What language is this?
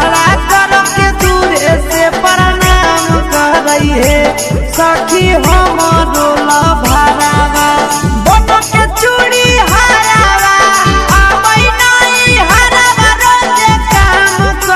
Bhojpuri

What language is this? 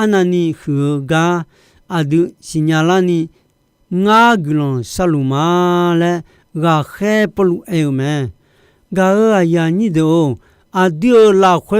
Akha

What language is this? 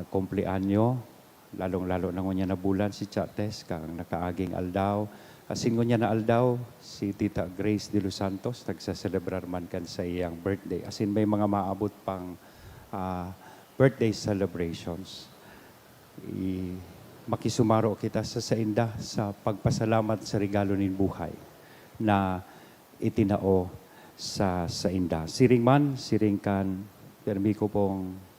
Bikol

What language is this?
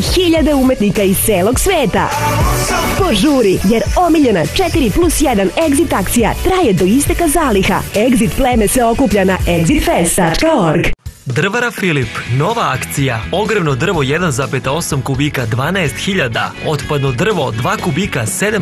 Serbian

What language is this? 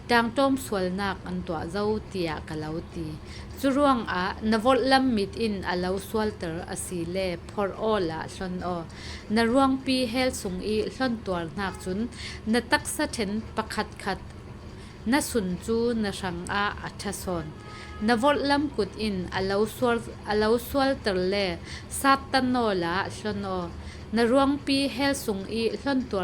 Falam Chin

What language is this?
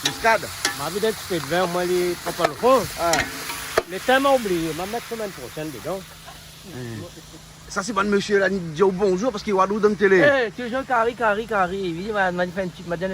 Réunion Creole French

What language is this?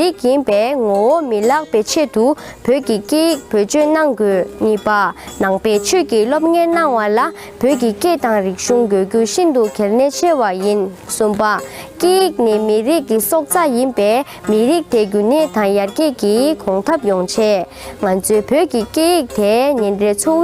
Tibetan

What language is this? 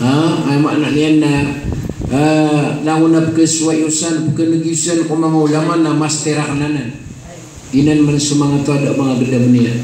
Maranao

